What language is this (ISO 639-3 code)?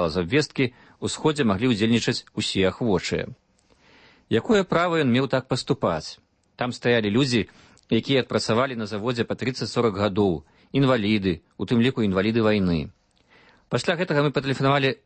bel